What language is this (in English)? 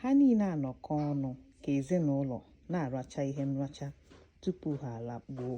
Igbo